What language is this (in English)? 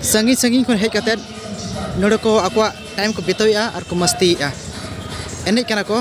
Santali